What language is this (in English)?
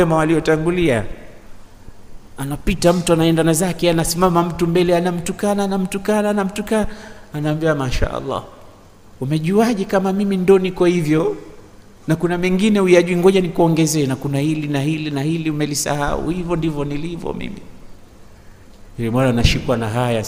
Swahili